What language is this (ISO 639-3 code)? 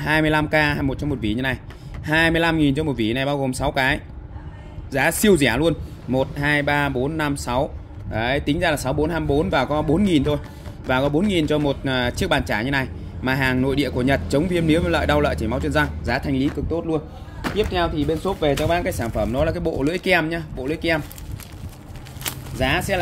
vie